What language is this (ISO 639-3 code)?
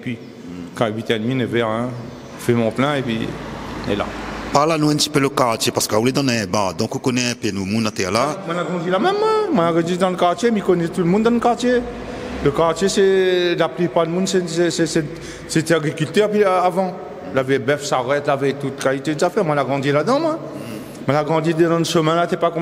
rcf